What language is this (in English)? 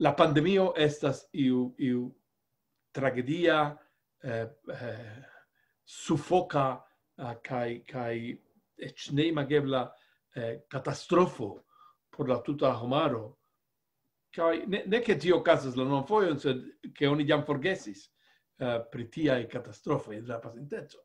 Esperanto